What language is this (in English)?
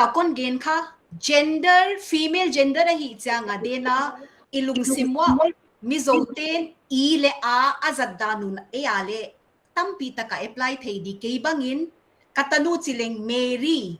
Paite Chin